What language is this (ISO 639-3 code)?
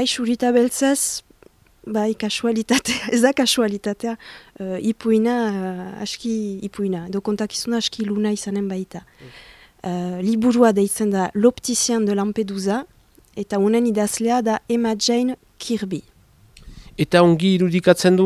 eus